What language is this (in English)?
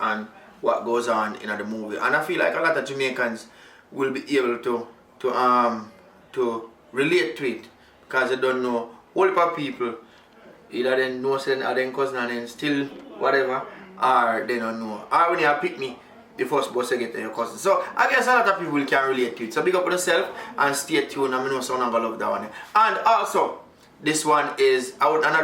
Jamaican Creole English